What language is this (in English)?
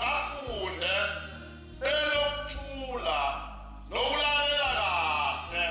Zulu